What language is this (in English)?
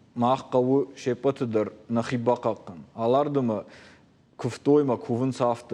Ossetic